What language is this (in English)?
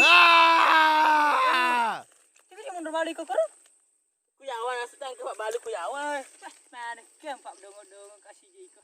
Buginese